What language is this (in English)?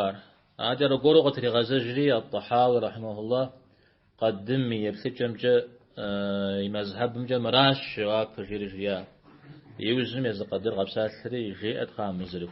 Kabardian